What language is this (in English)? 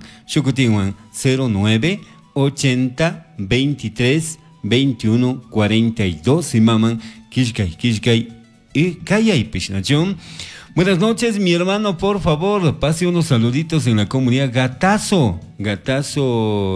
Chimborazo Highland Quichua